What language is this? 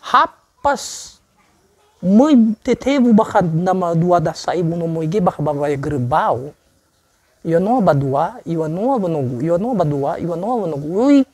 Nias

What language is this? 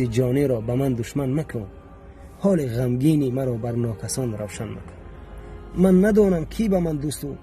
Tajik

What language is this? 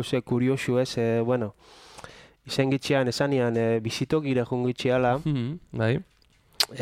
Basque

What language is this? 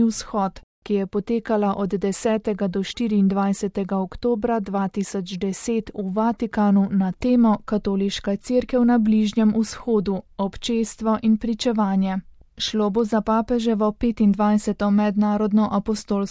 Slovenian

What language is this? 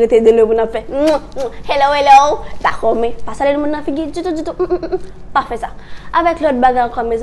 Haitian Creole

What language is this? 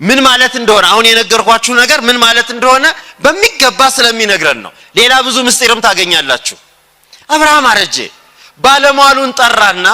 Amharic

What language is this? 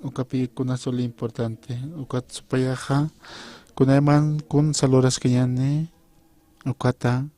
Aymara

